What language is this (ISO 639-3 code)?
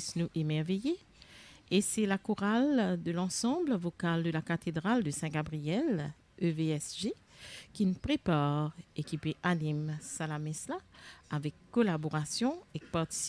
mfe